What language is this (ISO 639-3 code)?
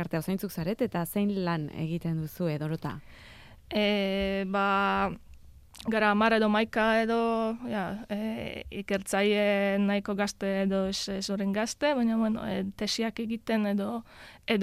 eus